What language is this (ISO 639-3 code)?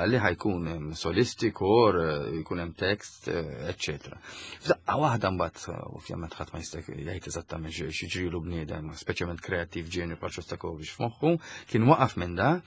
mlt